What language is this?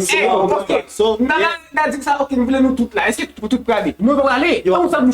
Haitian Creole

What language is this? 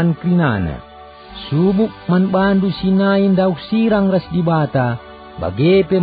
Batak Karo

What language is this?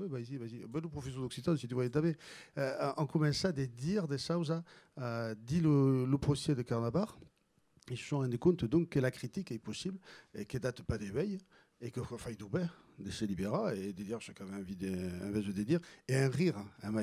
Occitan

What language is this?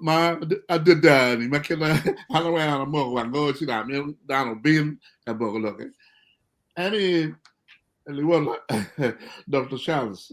Acoli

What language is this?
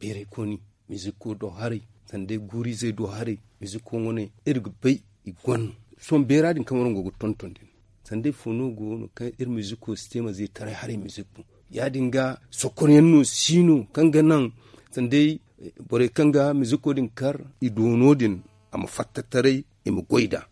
Zarma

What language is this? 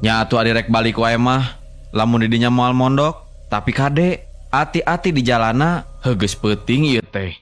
Sundanese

